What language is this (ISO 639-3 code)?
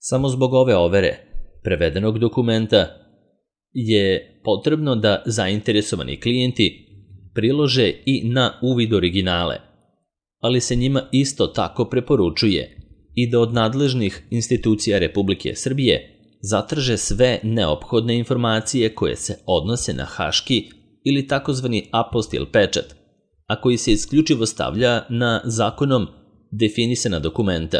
srp